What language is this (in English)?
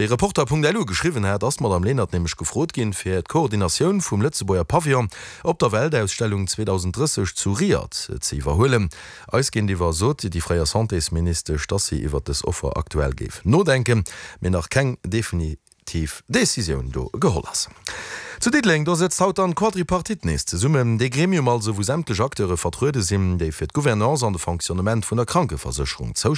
Luxembourgish